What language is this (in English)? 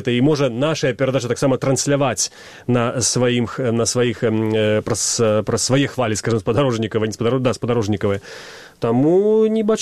Belarusian